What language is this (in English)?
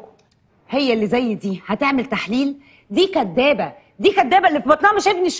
Egyptian Arabic